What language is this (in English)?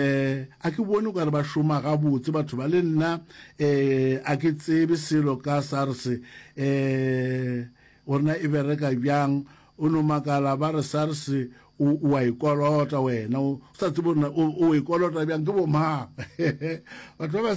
Northern Sotho